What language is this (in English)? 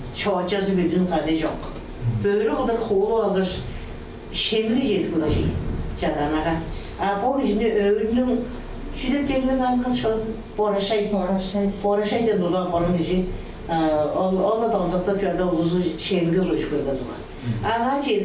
Tuvinian